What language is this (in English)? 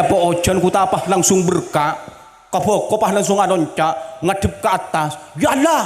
Madurese